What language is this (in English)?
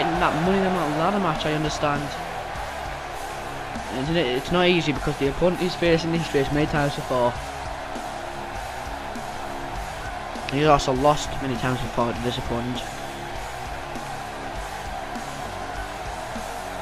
English